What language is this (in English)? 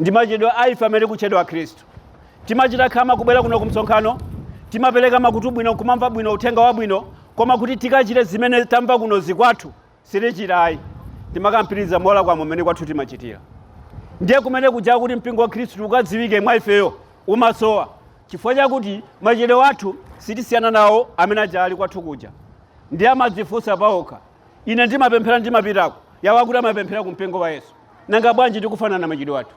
Nyanja